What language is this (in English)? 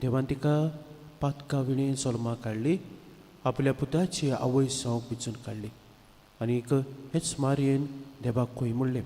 Konkani